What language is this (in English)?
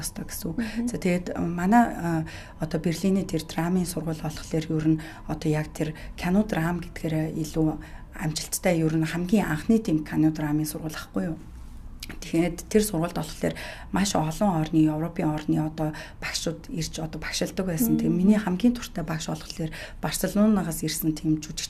Mongolian